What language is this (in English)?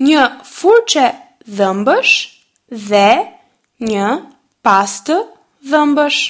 Albanian